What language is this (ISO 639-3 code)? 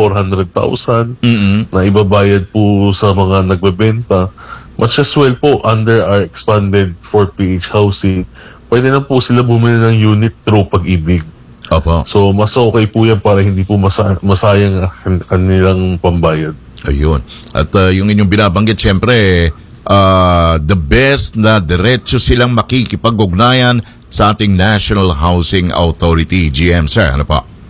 fil